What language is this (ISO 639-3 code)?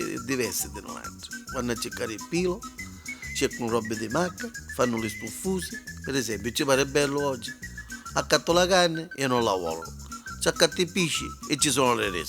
nap